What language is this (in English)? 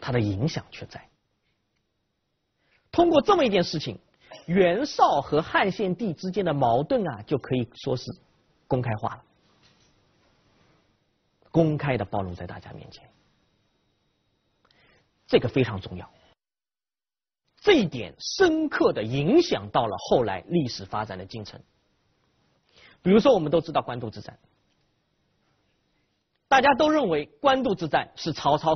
Chinese